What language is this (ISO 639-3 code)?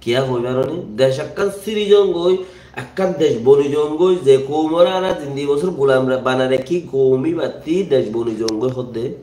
rhg